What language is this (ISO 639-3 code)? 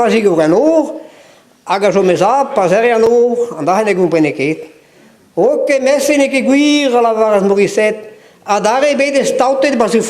bre